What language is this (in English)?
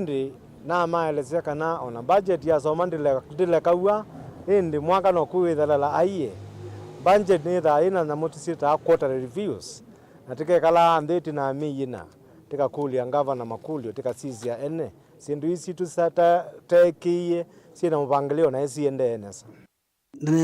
Kamba